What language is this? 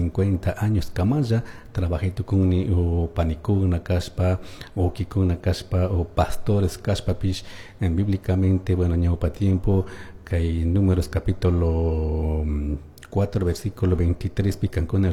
Chimborazo Highland Quichua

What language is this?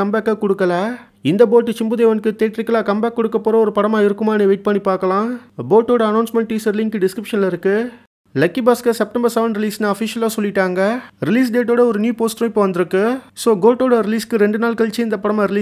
Tamil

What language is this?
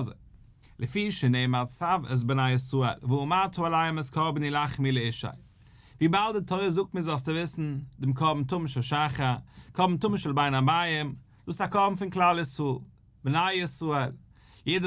Yiddish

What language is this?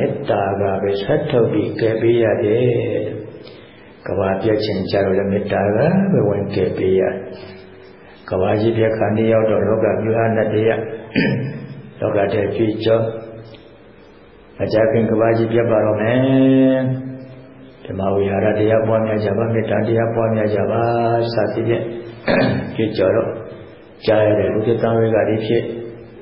Burmese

